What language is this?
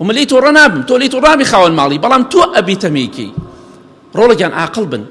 Central Kurdish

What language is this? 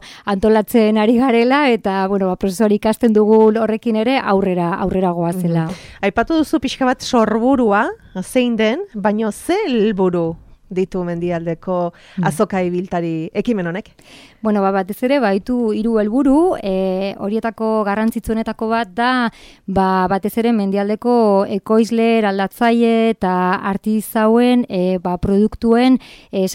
Basque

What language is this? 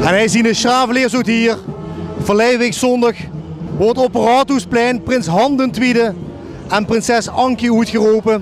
Limburgish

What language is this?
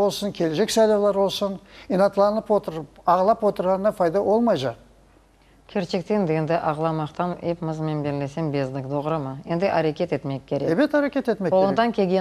Crimean Tatar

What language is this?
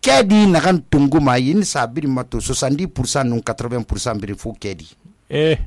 Susu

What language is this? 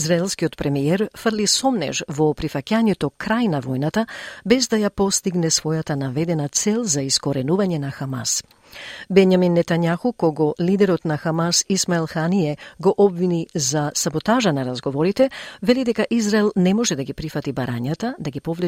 Macedonian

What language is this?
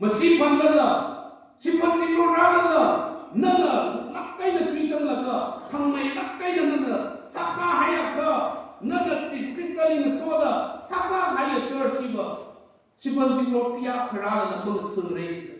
Tangkhul Naga (India)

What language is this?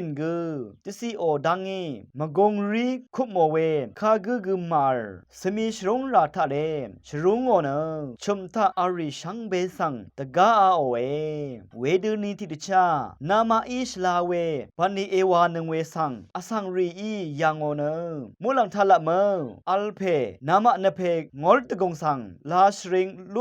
Rawang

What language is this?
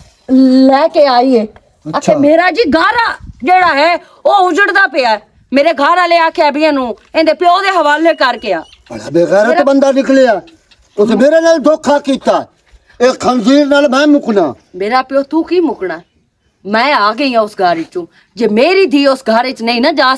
Western Panjabi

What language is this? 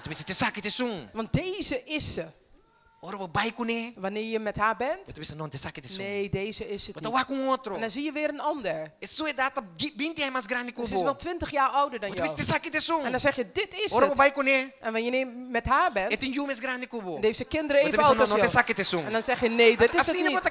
Papiamento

